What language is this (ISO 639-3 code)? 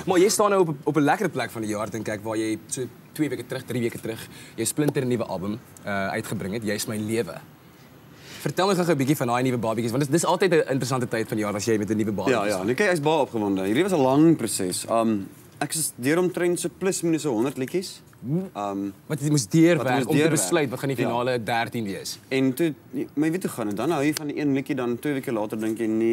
afr